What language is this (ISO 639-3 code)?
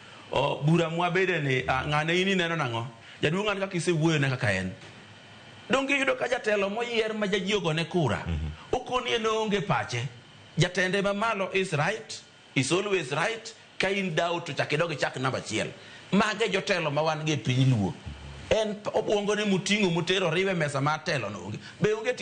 luo